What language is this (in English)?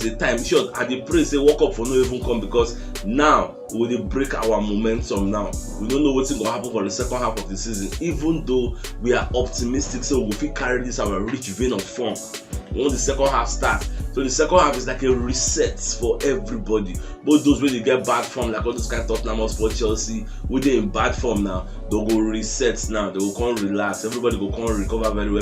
Nigerian Pidgin